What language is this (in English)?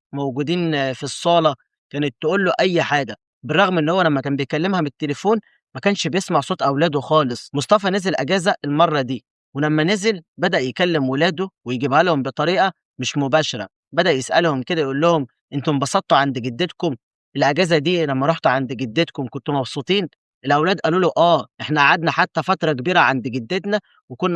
Egyptian Arabic